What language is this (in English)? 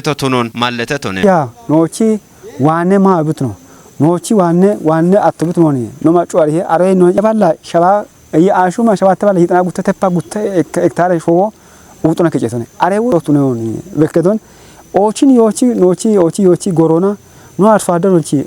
Kafa